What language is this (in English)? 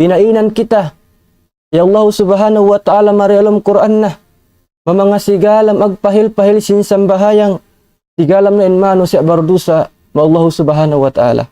Tausug